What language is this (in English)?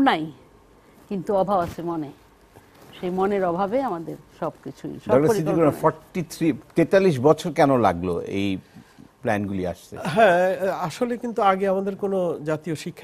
Bangla